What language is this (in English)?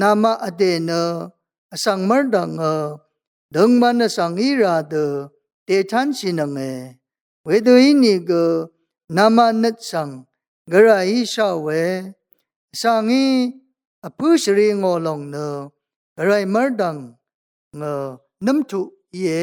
Rawang